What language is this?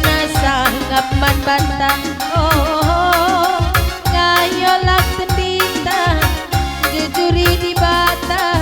Batak Karo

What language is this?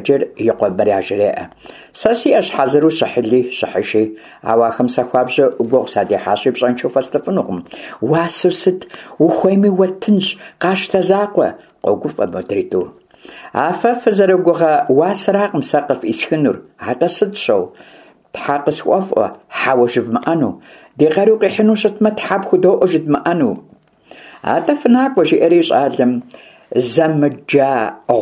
Kabardian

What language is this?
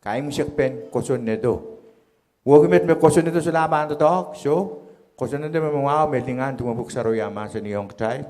Pohnpeian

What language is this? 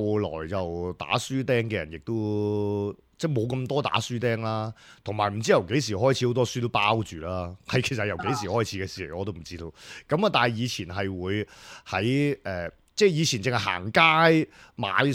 Cantonese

